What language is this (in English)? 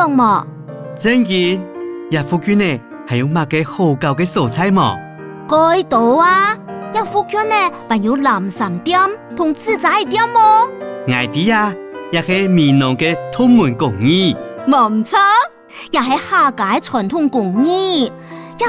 Hakka Chinese